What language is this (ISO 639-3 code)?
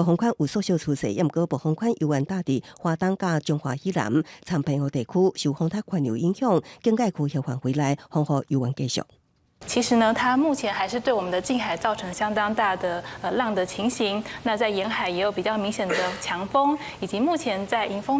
nan